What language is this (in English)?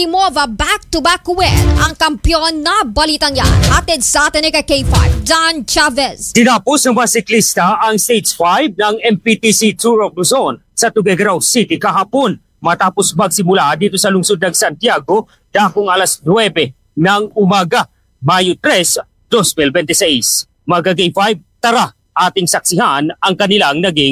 Filipino